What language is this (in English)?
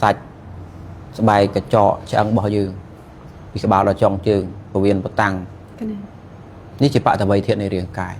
Khmer